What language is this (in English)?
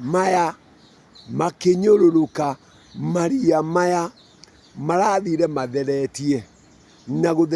Kikuyu